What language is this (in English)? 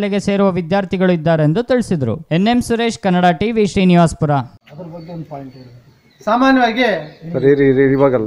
Kannada